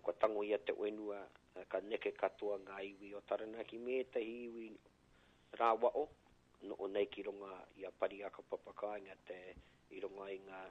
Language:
Māori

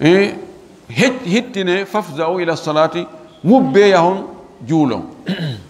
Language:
Fula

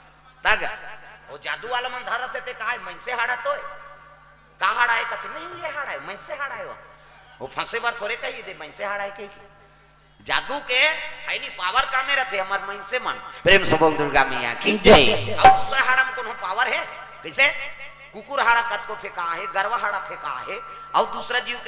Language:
Chhattisgarhi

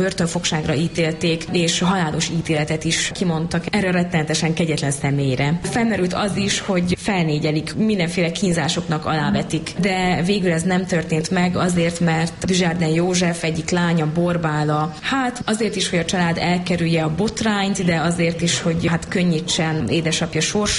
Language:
Hungarian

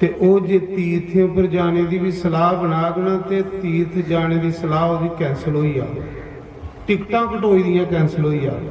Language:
Dogri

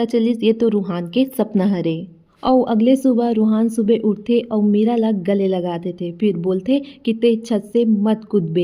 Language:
Chhattisgarhi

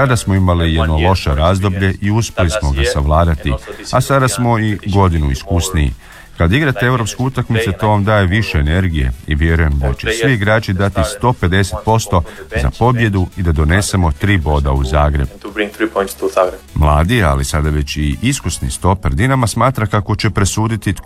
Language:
Croatian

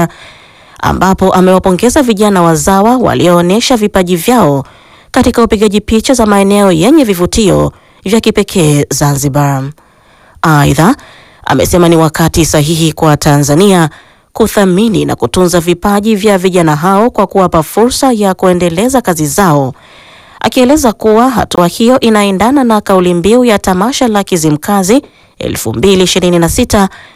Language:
Swahili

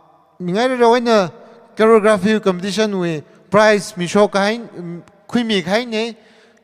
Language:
Tangkhul Naga (India)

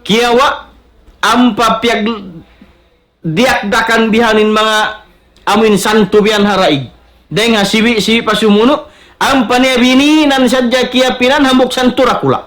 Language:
Tausug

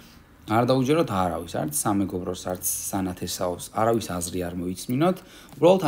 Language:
Georgian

